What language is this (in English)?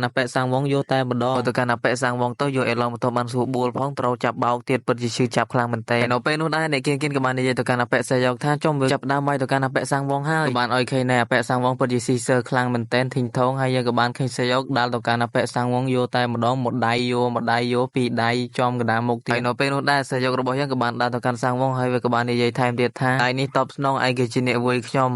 Khmer